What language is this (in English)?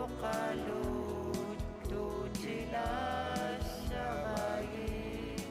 Kalaallisut